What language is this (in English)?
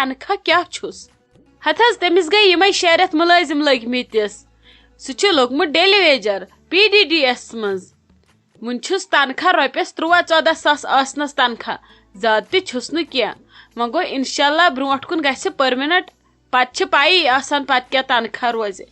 Kashmiri